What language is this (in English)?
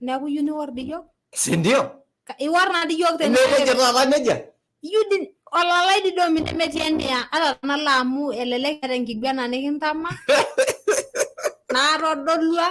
Masai